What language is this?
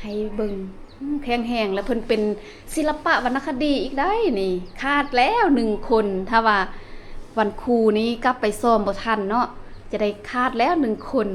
Lao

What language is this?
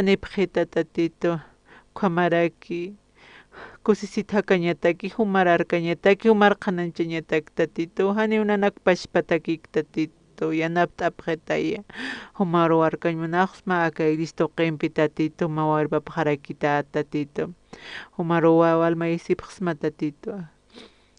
Aymara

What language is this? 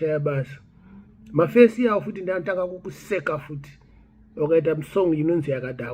Shona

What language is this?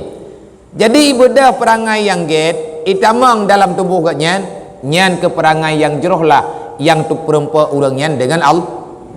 Achinese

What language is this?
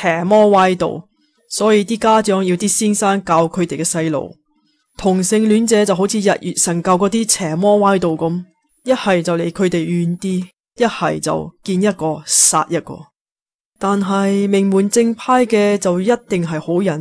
Cantonese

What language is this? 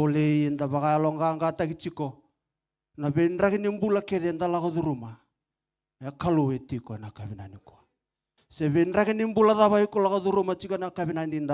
Fijian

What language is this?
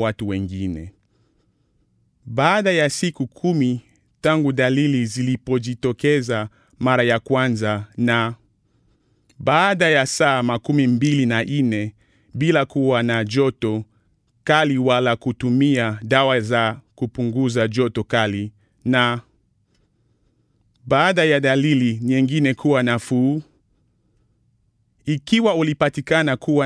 Swahili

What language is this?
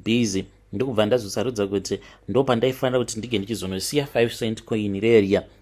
Shona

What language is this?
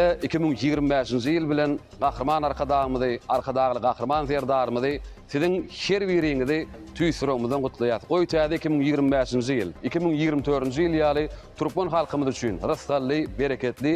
Turkmen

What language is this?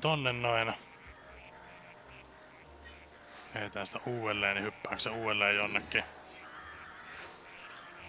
Finnish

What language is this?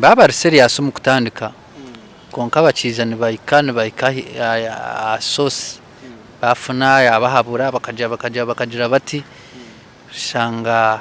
Nyankole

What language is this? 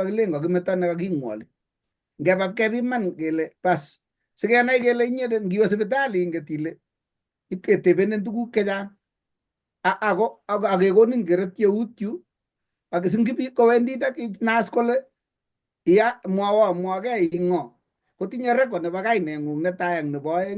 Kalenjin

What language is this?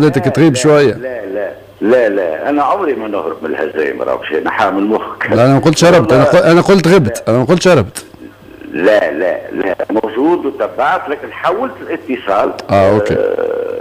Tunisian Arabic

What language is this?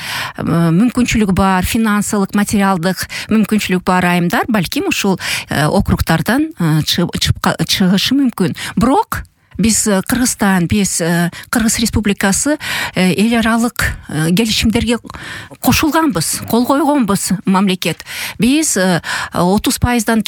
Kyrgyz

